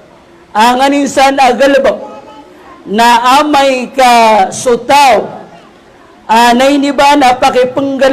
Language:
Maranao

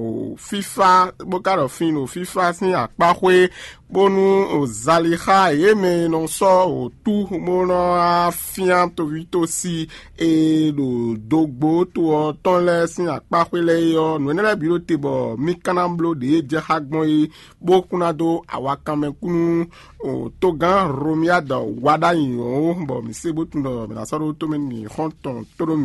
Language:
Fon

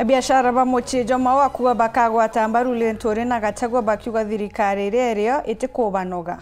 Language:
Meru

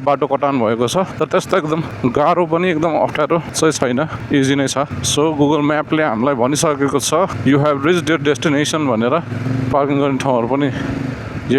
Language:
Nepali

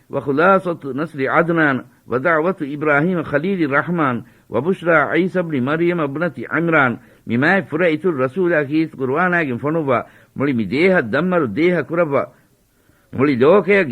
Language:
Divehi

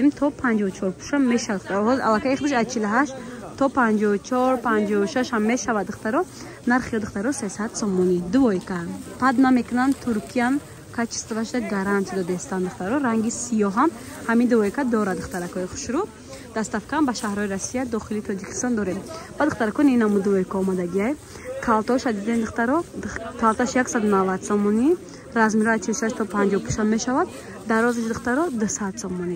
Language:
Tajik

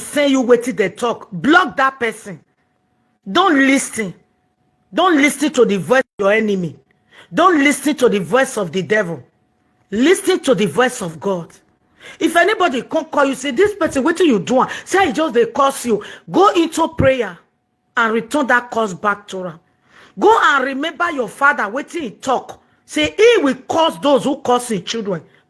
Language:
Nigerian Pidgin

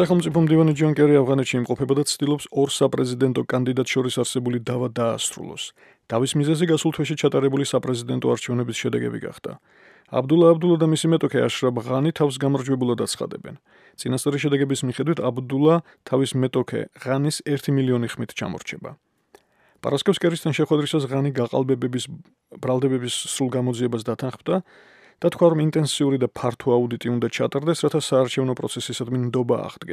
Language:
Georgian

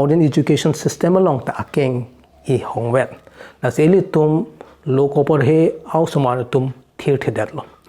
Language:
Karbi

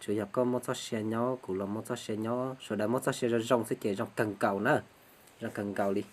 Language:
Hmong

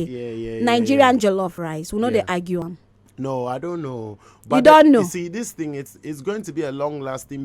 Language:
Nigerian Pidgin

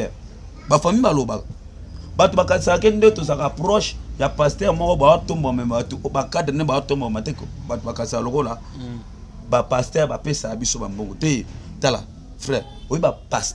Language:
Lingala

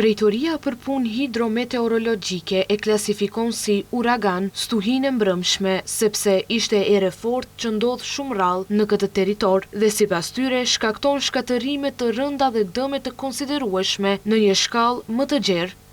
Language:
Albanian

